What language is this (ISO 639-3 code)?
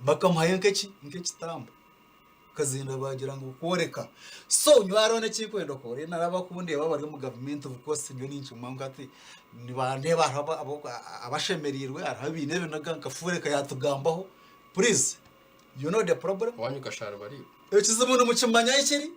nyn